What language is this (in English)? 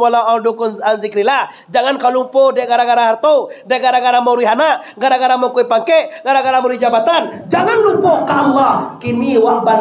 Minangkabau